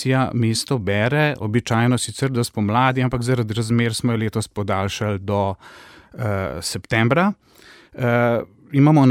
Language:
Slovenian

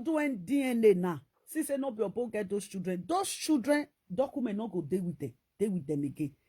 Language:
Nigerian Pidgin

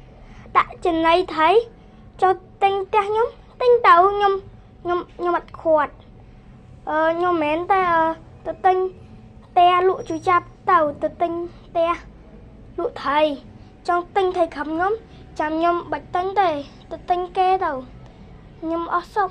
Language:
Khmer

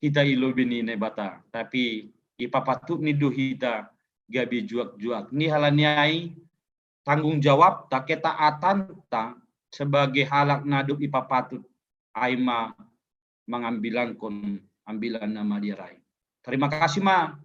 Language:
Batak Simalungun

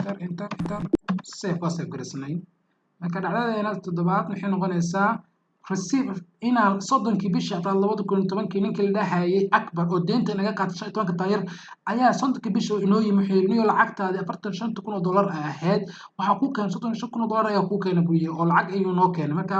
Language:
Somali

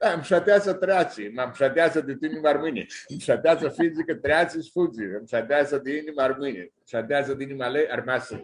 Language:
Aromanian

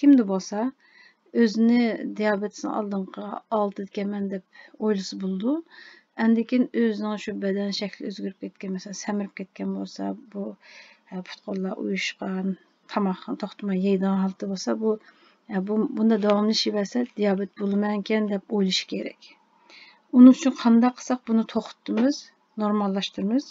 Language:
Uyghur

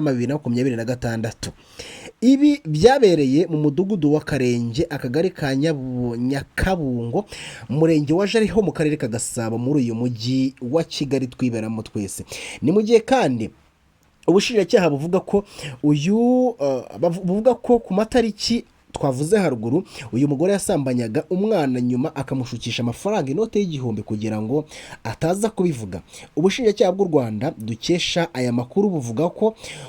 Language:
Kinyarwanda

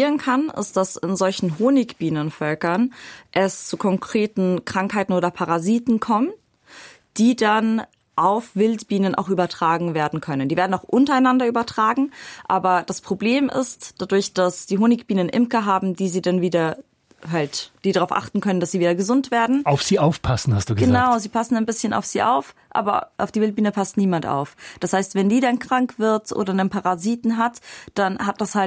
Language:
German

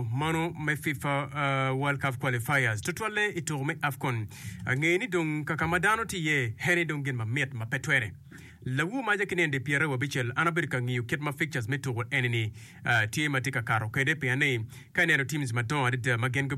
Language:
Acoli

